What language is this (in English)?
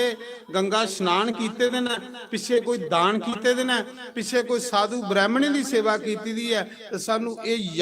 Dogri